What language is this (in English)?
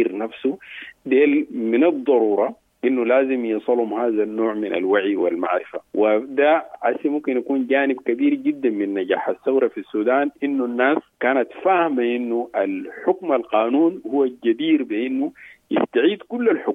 Sudanese Arabic